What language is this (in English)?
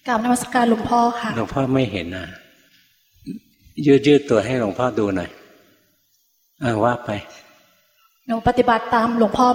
Thai